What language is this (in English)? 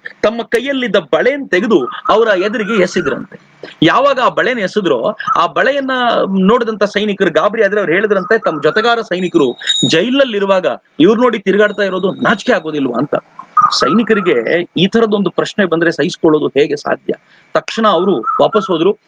Kannada